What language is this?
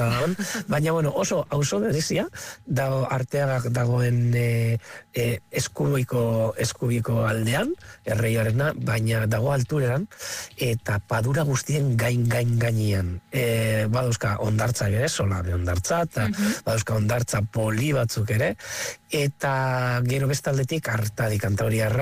Basque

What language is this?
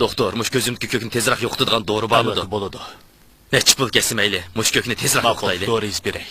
Uyghur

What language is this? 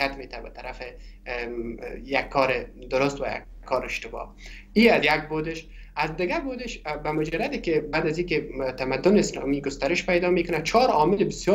Persian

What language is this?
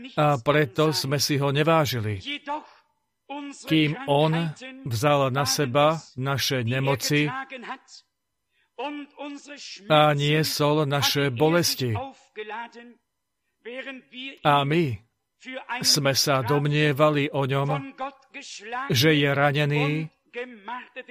Slovak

